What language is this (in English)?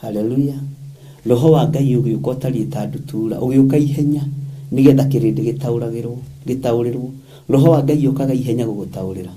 Kikuyu